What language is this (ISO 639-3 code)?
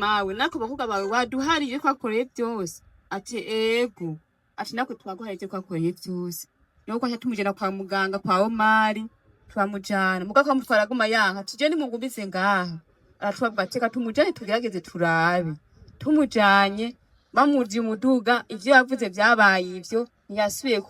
run